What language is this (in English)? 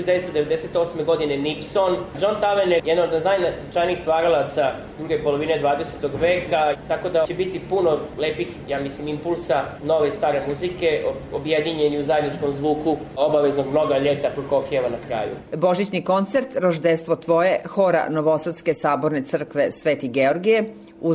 Serbian